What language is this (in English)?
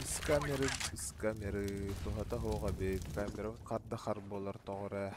Yakut